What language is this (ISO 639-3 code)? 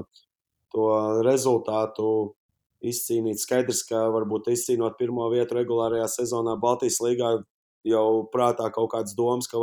lav